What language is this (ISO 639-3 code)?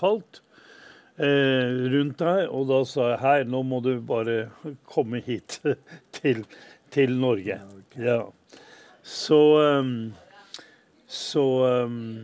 nor